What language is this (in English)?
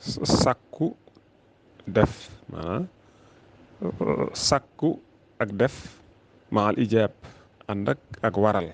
Wolof